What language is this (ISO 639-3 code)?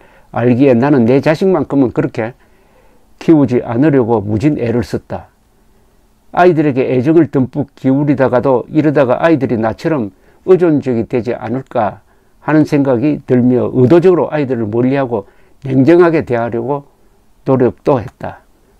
kor